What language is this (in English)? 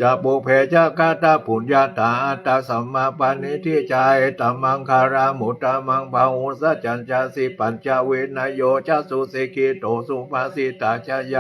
Pali